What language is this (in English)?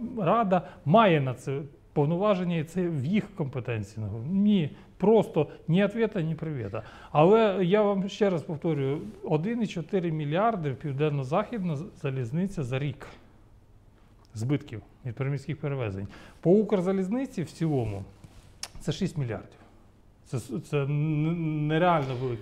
Ukrainian